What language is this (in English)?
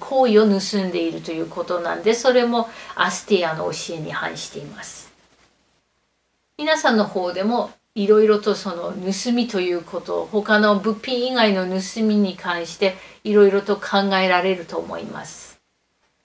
Japanese